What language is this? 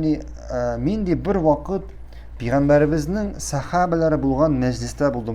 Tatar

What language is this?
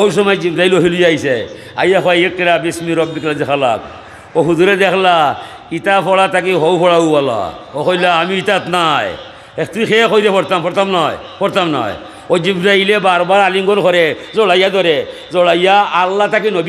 Sylheti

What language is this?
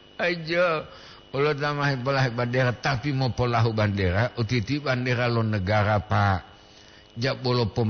Gorontalo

